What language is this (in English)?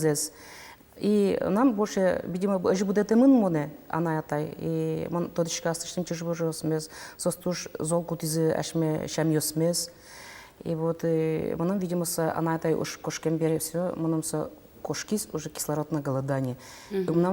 Udmurt